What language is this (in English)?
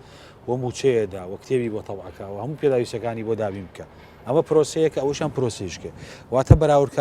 Central Kurdish